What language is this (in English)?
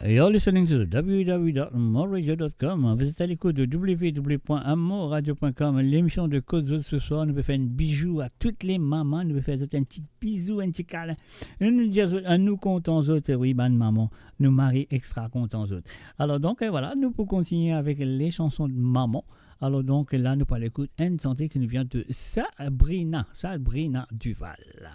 Morisyen